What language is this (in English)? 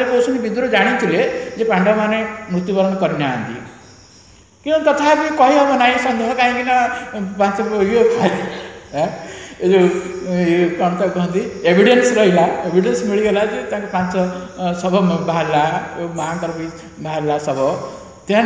Odia